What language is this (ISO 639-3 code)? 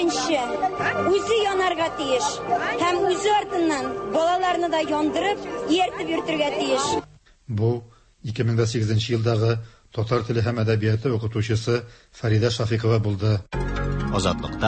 tat